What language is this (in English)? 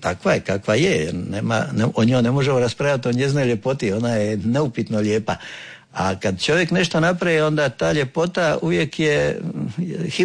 Croatian